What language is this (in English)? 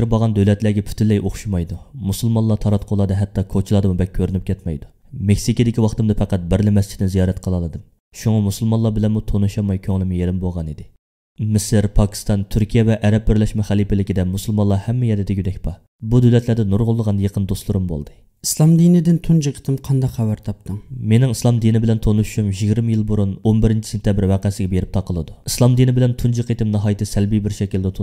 Uyghur